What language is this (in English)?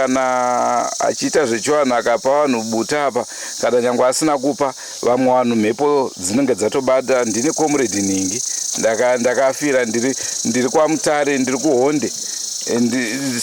Shona